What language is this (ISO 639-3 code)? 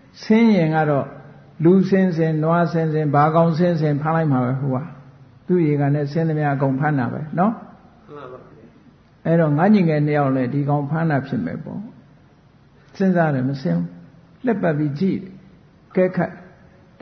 mya